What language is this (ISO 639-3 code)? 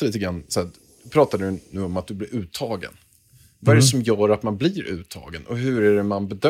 swe